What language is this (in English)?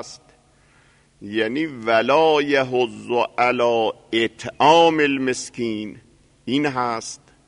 Persian